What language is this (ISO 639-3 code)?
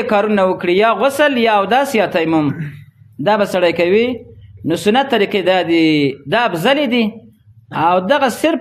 pus